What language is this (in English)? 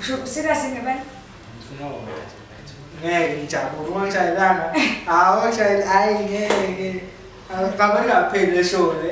Zulu